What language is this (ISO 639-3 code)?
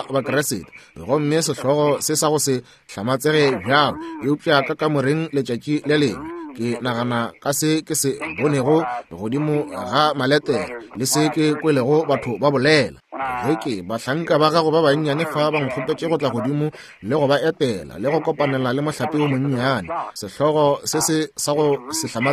nso